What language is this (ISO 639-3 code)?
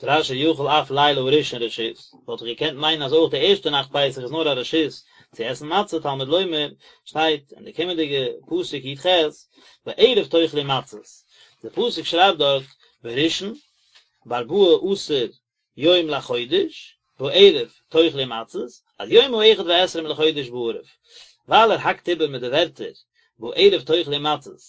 yid